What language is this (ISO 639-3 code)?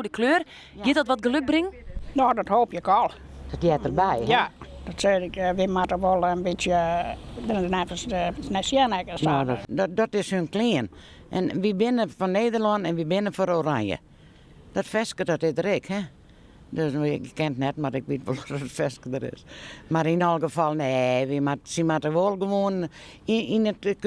fry